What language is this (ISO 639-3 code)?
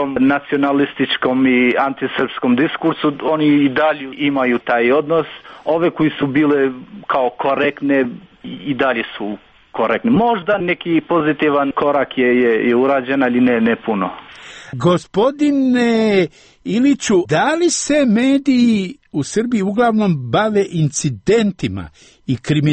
srp